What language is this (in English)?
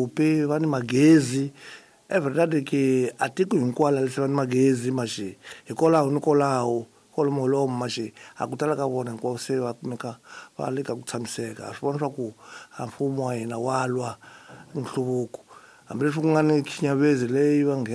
Tsonga